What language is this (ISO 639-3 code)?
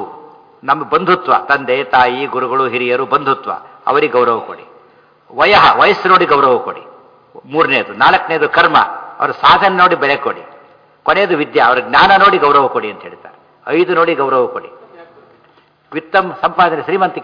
kan